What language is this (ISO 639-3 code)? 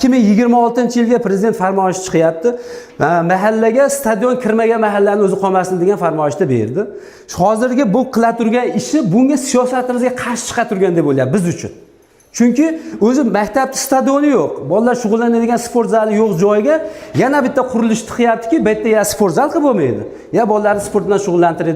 uzb